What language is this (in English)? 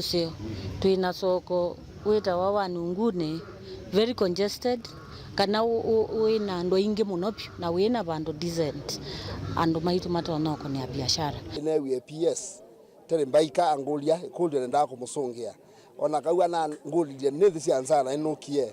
Kamba